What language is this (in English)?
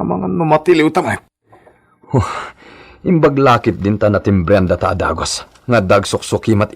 Iloko